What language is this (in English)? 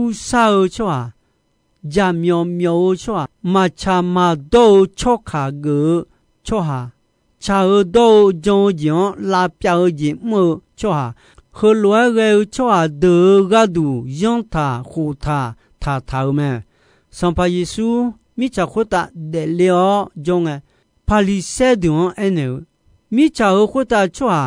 Akha